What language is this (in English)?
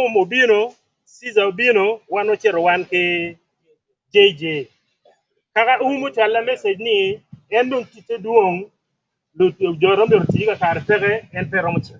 Acoli